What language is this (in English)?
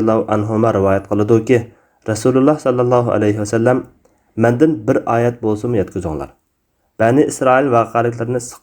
Uyghur